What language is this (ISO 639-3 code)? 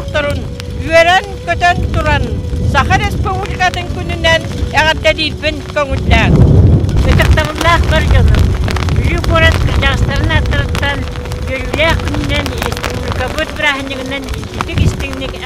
sah